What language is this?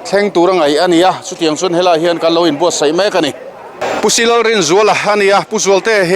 Mizo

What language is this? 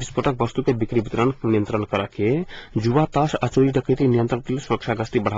Maithili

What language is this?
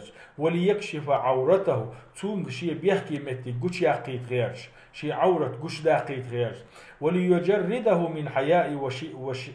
Chechen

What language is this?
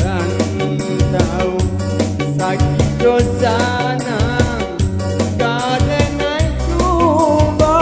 Minangkabau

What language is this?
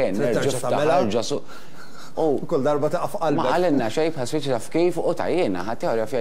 Maltese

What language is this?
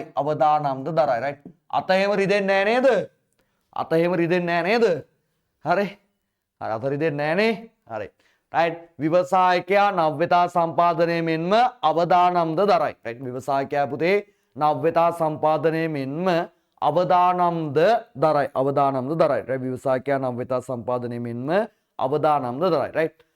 Sinhala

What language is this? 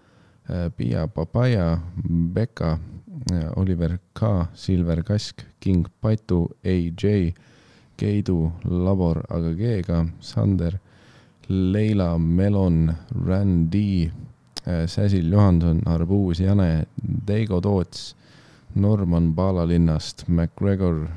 Estonian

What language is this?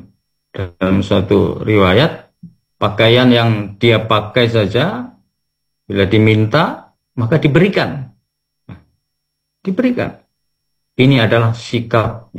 Indonesian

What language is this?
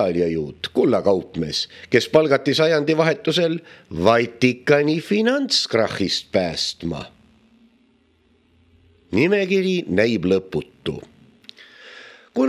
Estonian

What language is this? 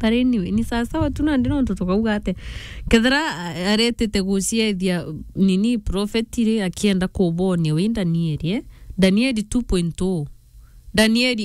Meru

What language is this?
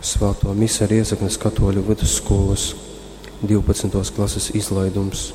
Latgalian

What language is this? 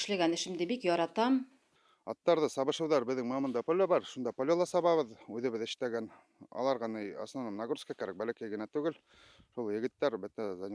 Bashkir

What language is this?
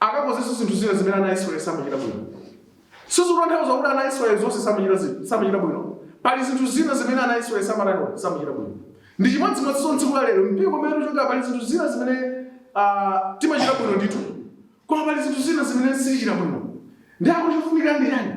Nyanja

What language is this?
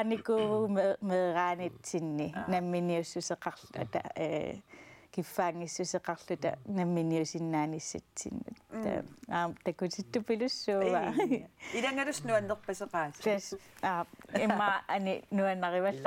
Kalaallisut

